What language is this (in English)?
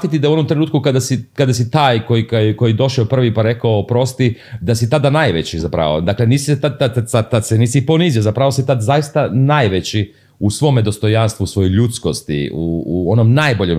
Serbian